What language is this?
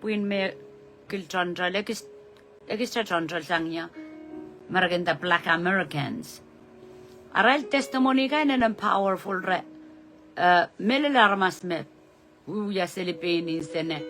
Pohnpeian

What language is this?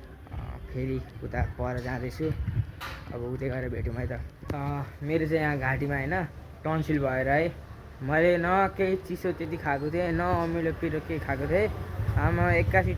Nepali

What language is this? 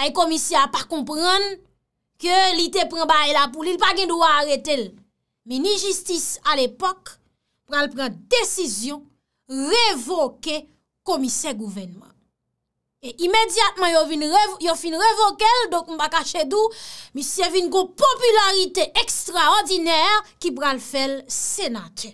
Haitian Creole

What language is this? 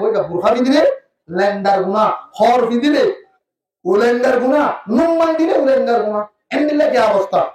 Rohingya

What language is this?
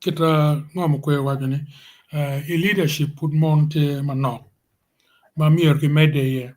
Acoli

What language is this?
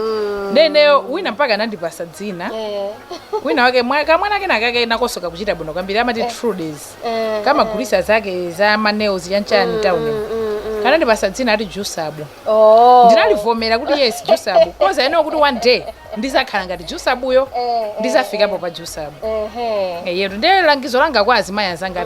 Nyanja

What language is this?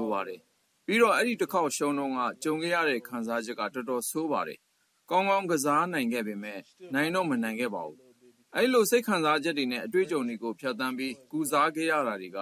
Burmese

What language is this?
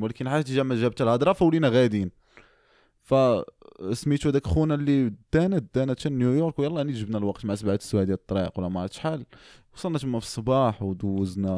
Moroccan Arabic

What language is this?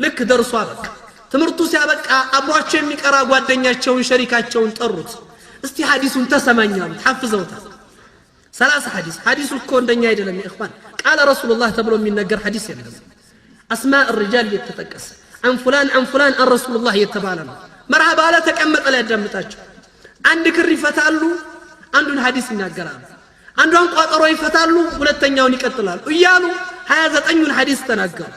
Amharic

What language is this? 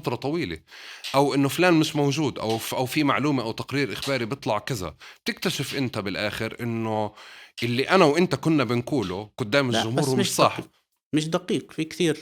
North Levantine Arabic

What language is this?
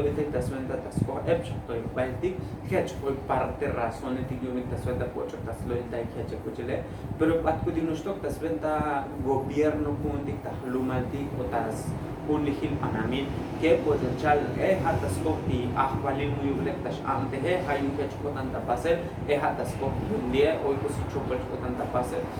Tzotzil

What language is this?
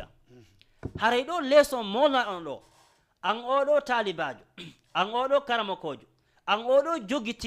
Fula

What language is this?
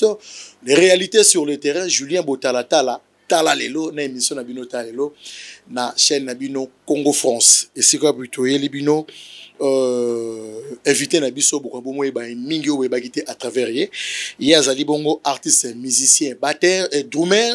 Lingala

